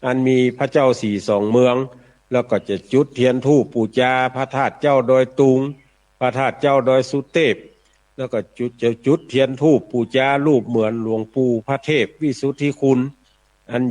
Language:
Northern Thai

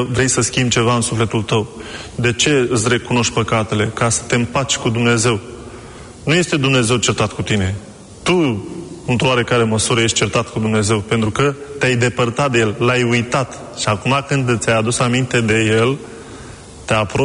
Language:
Romanian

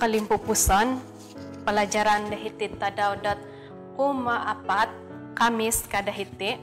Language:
Central Dusun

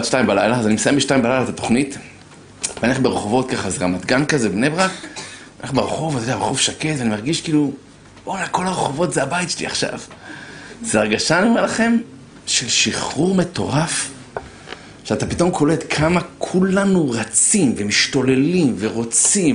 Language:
Hebrew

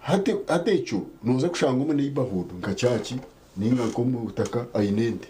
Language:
Nyankole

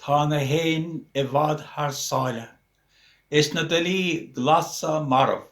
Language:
Irish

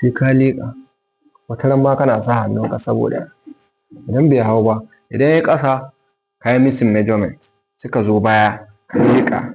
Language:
Hausa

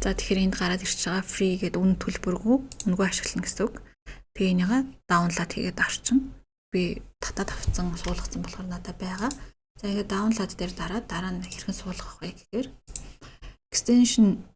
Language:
Mongolian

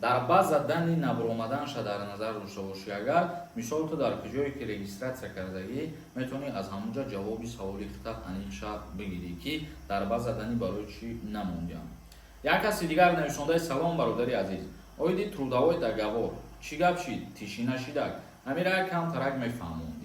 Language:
Tajik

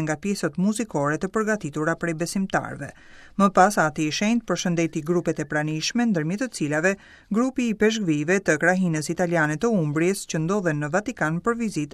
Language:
Albanian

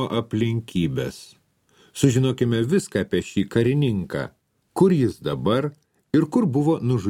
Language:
Lithuanian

